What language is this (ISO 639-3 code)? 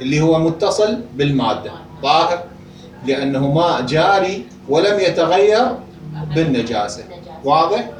acm